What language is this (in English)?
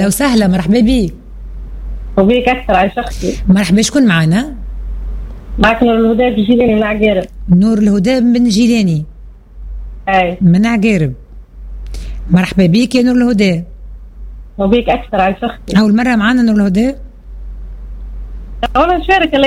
Tunisian Arabic